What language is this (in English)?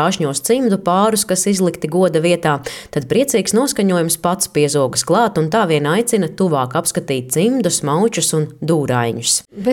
Latvian